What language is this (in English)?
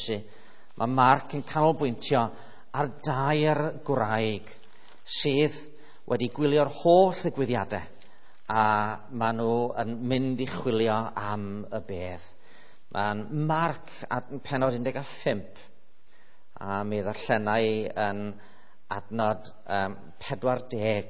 Welsh